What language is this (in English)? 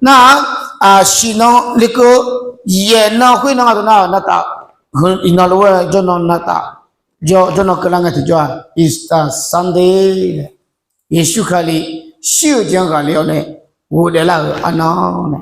Akha